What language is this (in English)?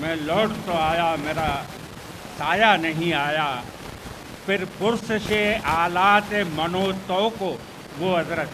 Eastern Balochi